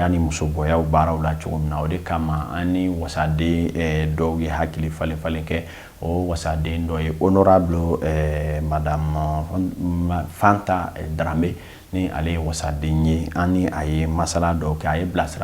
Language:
Bambara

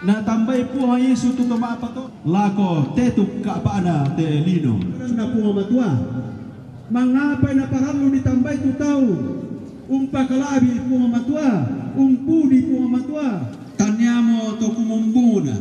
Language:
Toraja-Sa'dan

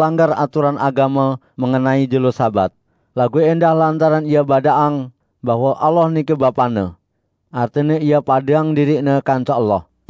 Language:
Sasak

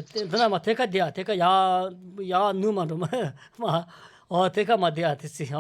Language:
Tibetan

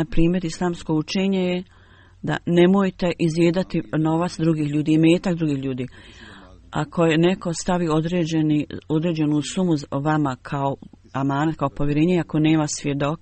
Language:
Bosnian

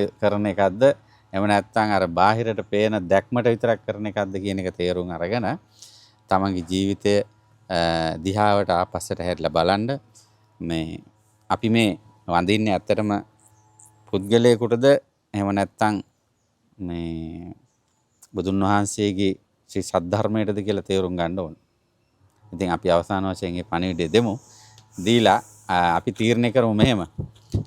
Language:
Sinhala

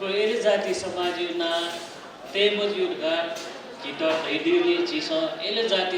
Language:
Newari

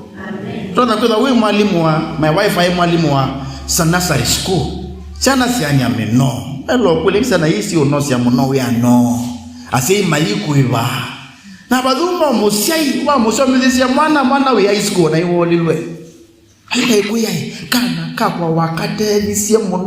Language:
Kamba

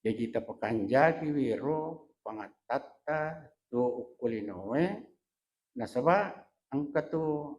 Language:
Buginese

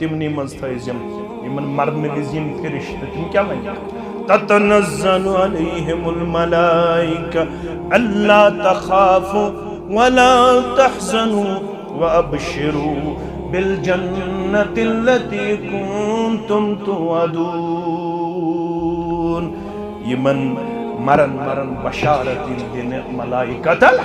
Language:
Kashmiri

